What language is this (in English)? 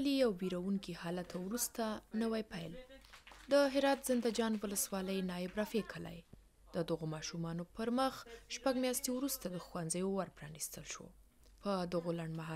Pashto